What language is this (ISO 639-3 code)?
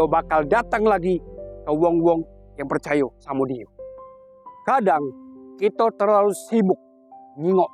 mui